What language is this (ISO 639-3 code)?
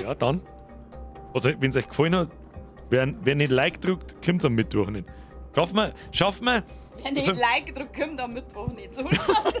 bar